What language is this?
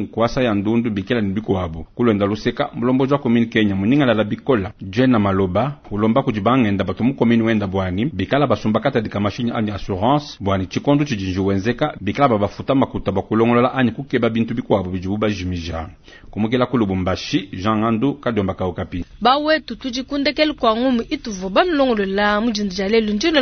Luba-Lulua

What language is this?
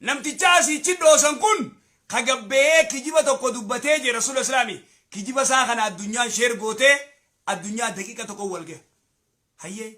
Oromo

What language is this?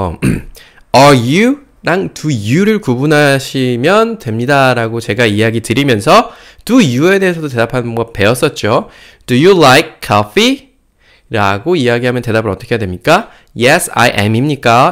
Korean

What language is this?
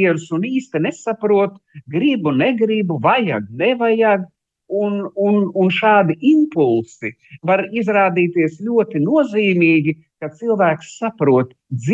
Latvian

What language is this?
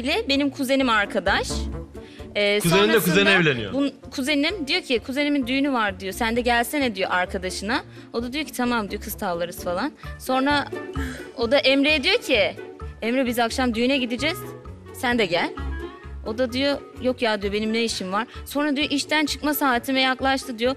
Turkish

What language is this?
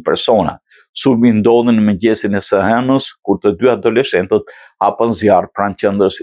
Albanian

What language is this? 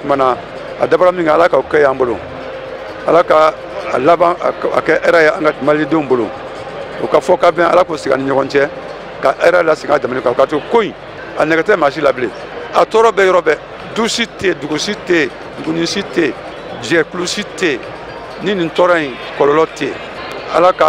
Bambara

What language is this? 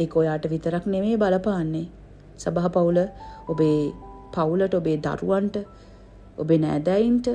Sinhala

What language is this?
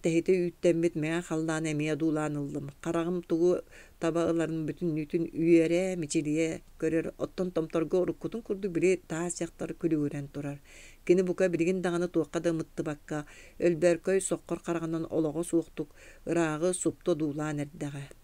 Yakut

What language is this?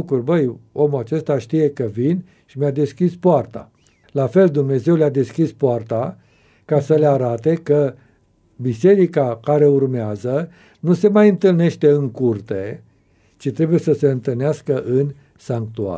Romanian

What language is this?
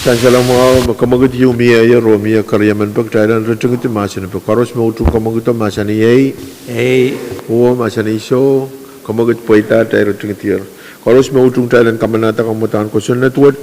Pohnpeian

